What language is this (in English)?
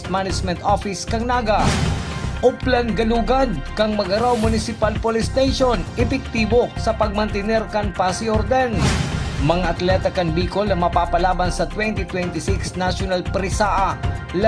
Bikol